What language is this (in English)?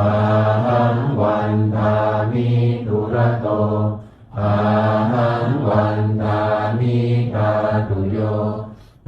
Pali